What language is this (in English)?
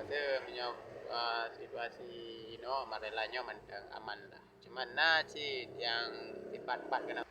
Achinese